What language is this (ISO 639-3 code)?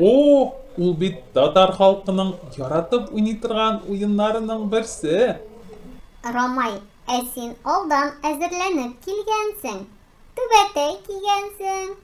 tat